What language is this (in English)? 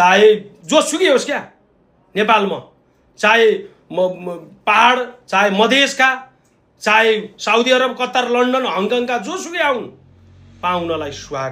Nepali